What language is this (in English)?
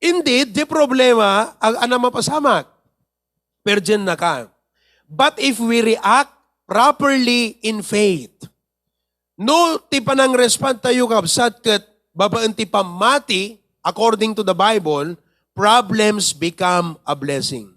Iloko